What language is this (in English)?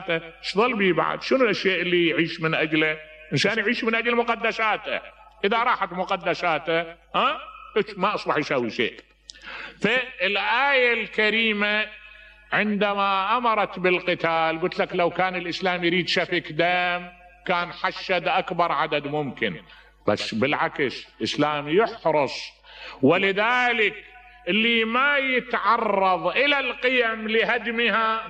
Mesopotamian Arabic